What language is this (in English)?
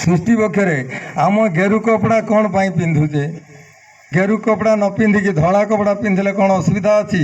Odia